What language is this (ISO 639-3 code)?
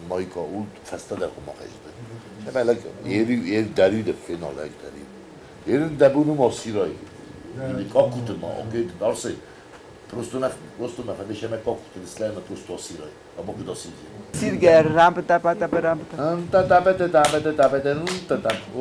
oss